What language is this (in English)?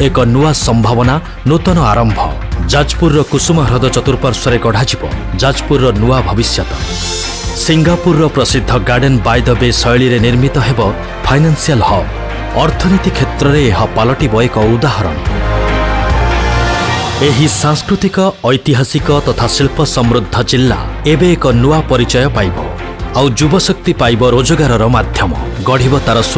Odia